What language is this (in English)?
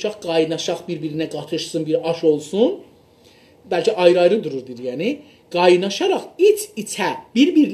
South Azerbaijani